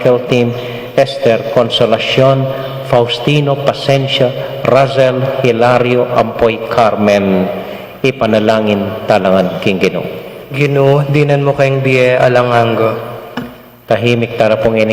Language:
Pampanga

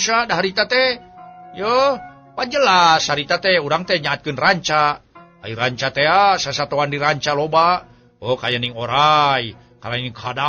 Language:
Sundanese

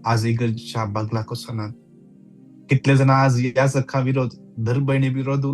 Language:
Konkani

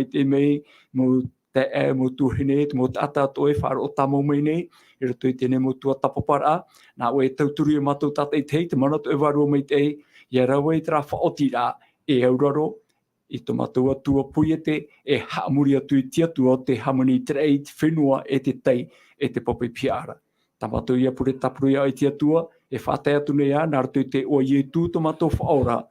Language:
Tahitian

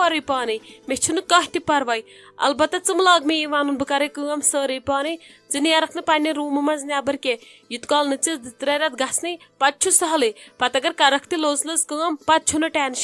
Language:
Kashmiri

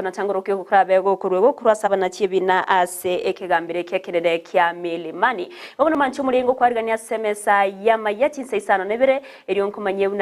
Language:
Gusii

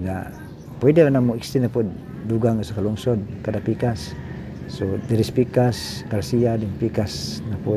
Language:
Cebuano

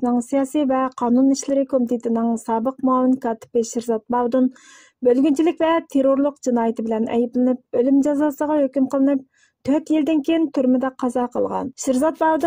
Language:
Uyghur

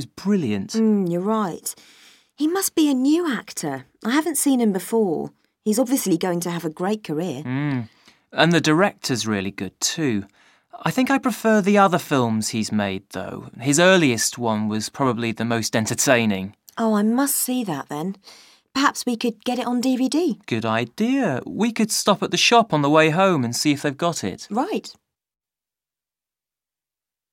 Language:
English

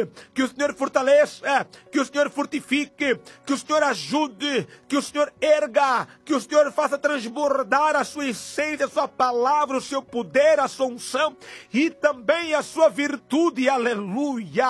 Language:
Portuguese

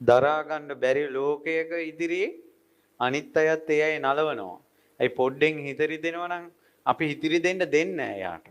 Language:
Sinhala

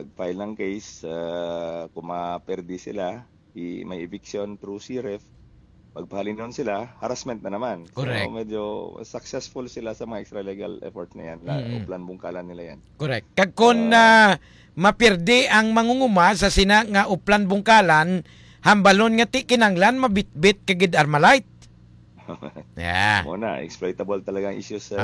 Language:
Hiligaynon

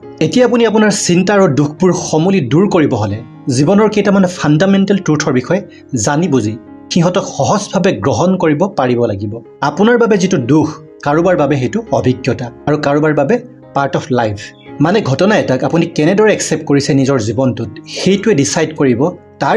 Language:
Assamese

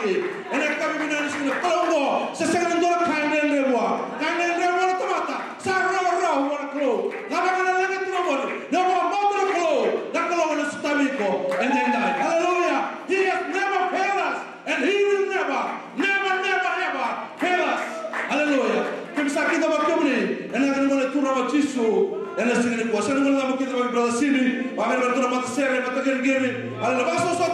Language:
Fijian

